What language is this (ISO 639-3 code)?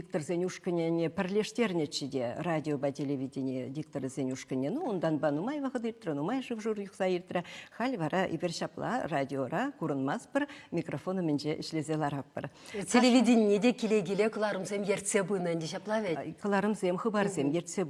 chv